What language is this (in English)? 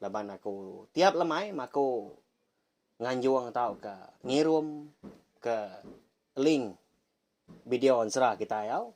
Iban